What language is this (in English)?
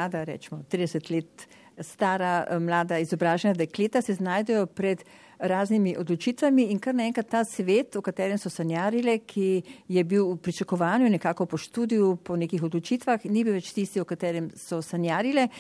Slovenian